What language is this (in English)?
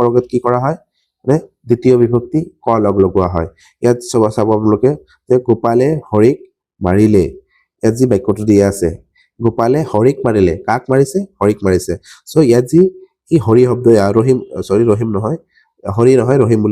Assamese